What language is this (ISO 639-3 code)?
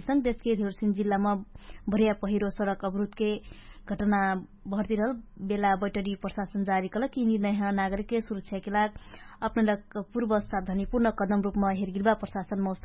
thl